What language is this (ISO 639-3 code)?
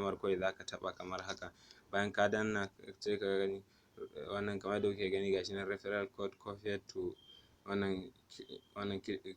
hau